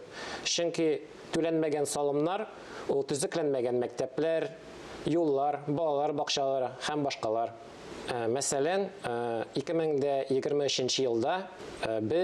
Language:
Tatar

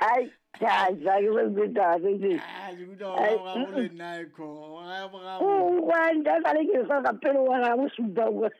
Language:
Southern Sotho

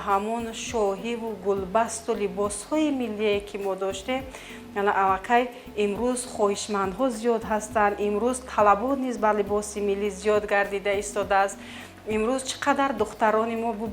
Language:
Tajik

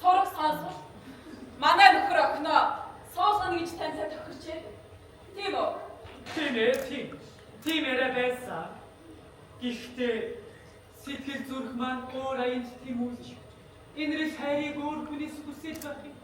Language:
Mongolian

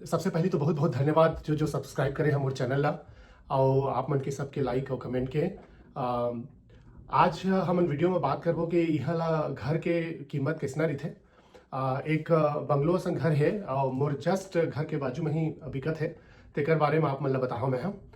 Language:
Chhattisgarhi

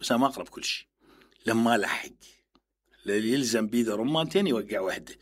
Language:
Mesopotamian Arabic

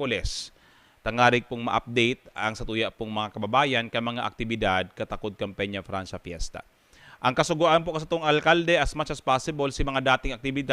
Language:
Bikol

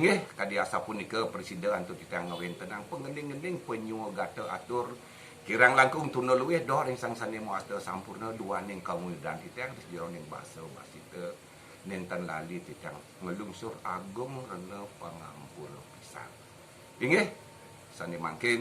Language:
Balinese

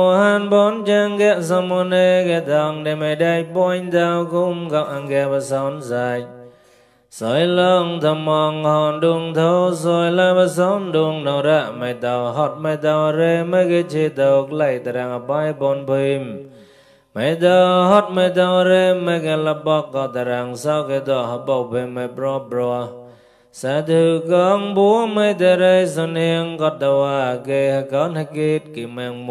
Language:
Mon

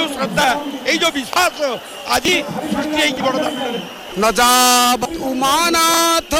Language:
Odia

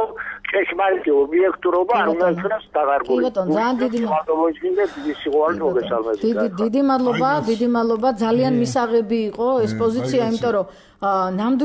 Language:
Georgian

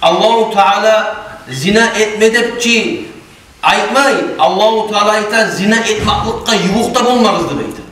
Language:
Kumyk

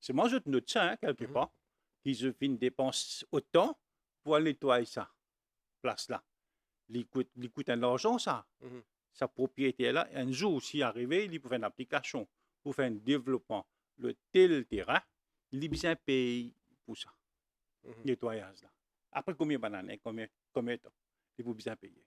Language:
Morisyen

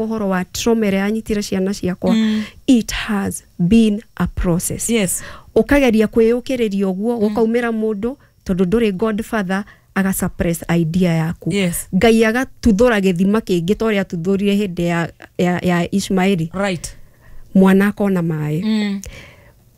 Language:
Kikuyu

